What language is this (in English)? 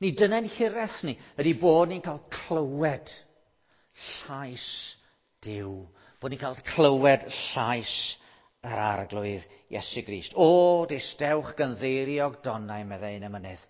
Welsh